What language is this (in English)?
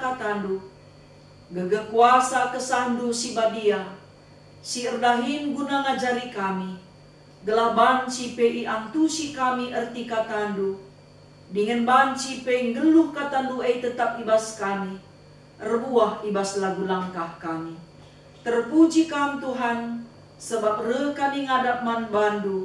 Batak Karo